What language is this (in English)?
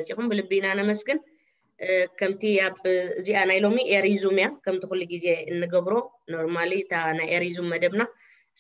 Tigrinya